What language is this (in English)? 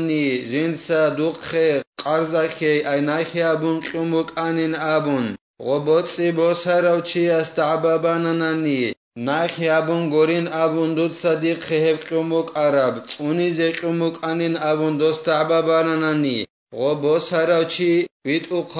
Avaric